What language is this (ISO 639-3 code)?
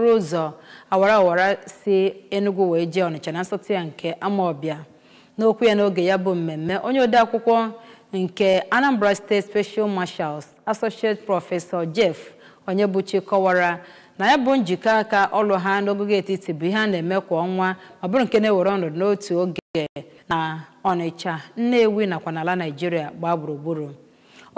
ibo